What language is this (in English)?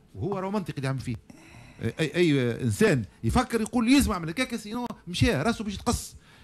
Tunisian Arabic